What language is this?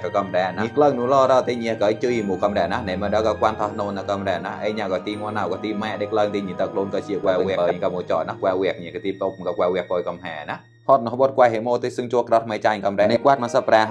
Mon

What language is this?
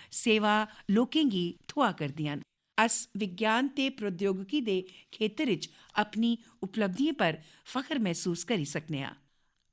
Dogri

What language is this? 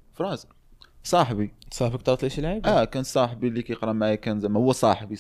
Moroccan Arabic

